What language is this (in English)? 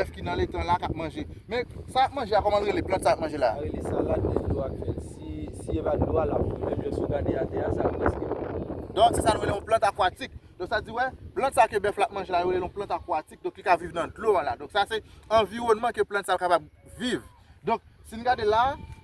Haitian Creole